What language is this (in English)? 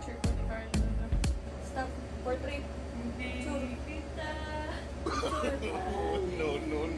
Filipino